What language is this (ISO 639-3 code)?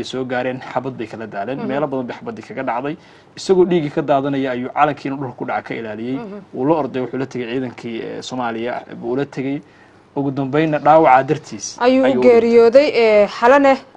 som